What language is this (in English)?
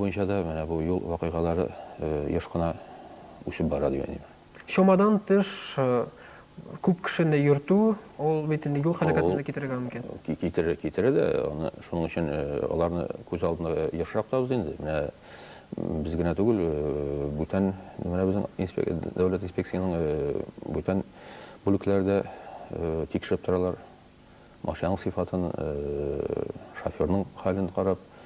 Tatar